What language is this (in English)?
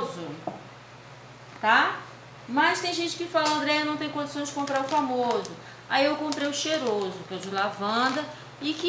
Portuguese